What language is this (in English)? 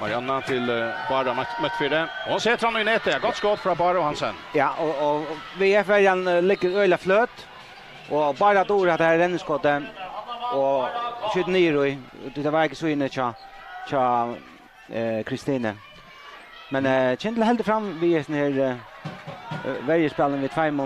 Faroese